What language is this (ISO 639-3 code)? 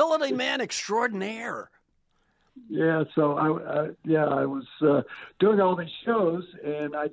eng